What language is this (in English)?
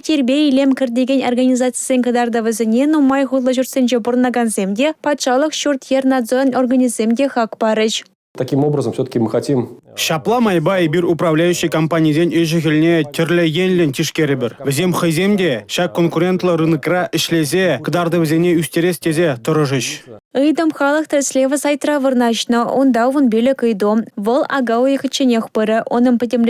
Chuvash